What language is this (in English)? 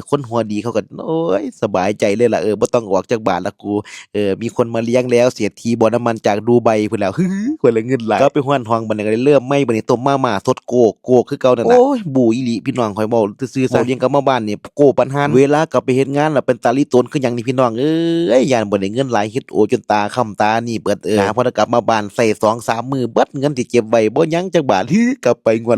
Northeastern Thai